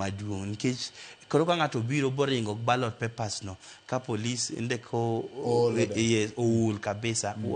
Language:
Luo (Kenya and Tanzania)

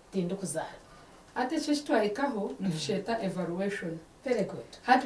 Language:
Nyankole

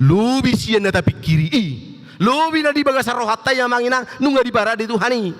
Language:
Batak Toba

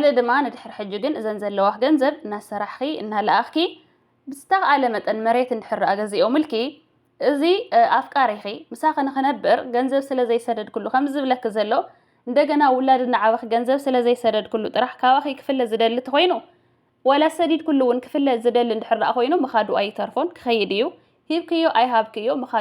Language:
Tigrinya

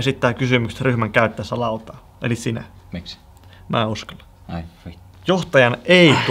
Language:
Finnish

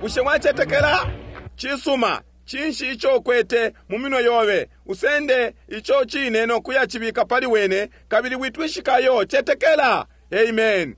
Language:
Bemba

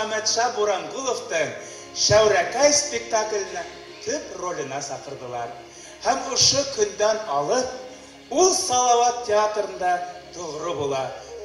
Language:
Bashkir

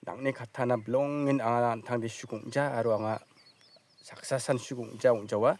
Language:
Garo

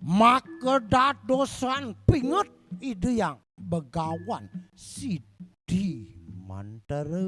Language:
Balinese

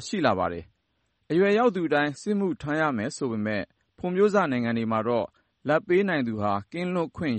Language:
Burmese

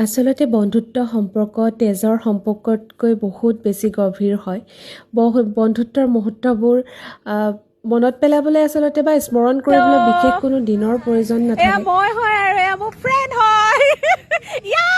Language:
Assamese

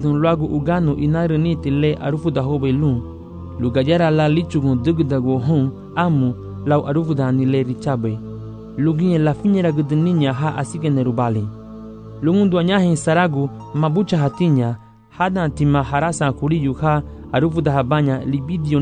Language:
Garifuna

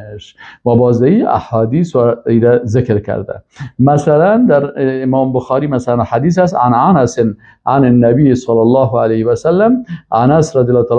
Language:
Persian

